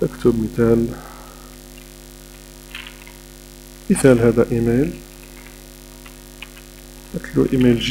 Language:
Arabic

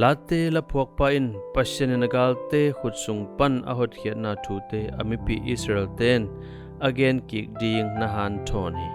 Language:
Tedim Chin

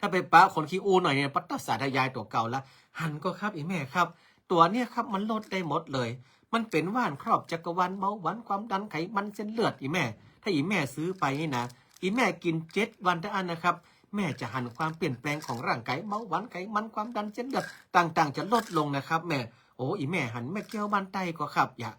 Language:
Northern Thai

